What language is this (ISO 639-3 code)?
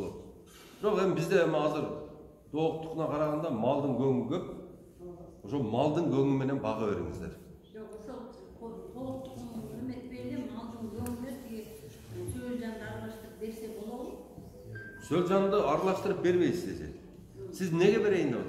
kir